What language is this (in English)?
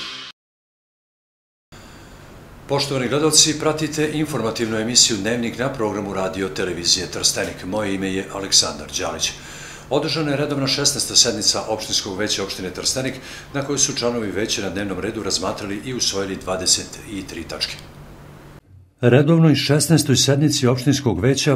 Serbian